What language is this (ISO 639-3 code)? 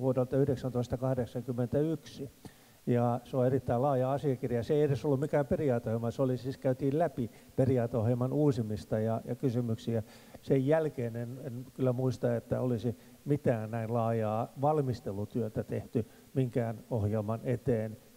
fin